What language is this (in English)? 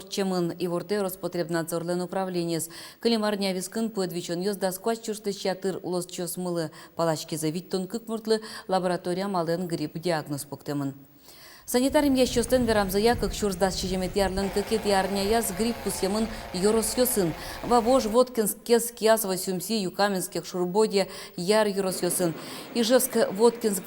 Udmurt